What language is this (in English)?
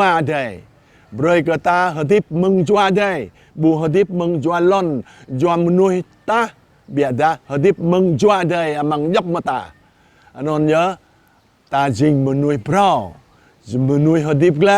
Jarai